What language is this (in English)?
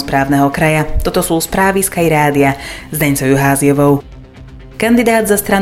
Slovak